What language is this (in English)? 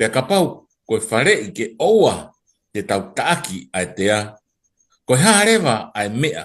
Tongan